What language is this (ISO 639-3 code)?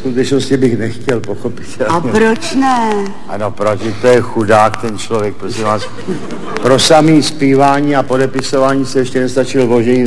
ces